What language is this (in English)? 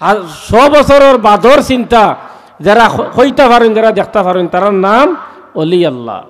Sylheti